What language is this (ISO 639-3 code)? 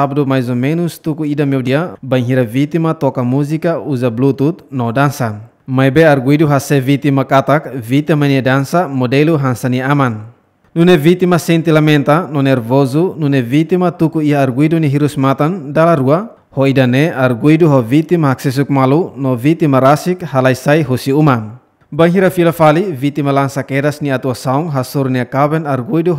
tet